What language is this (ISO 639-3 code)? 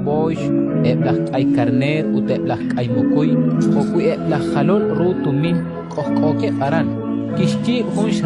kek